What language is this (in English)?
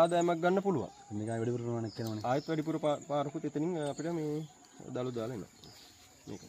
Sinhala